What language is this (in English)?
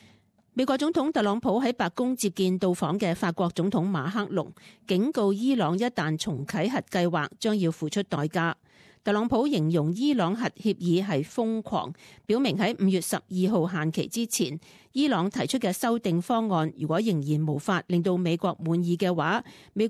Cantonese